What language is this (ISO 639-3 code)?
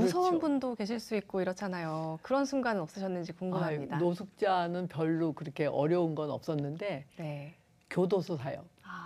kor